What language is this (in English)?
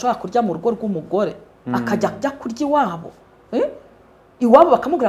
Kinyarwanda